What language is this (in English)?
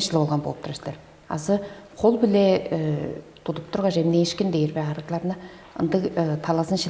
Tuvinian